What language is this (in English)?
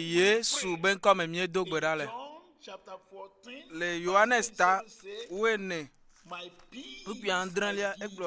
Ewe